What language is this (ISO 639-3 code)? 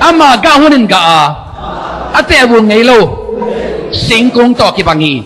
ctd